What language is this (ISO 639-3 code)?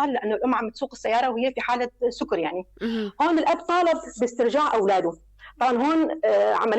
apc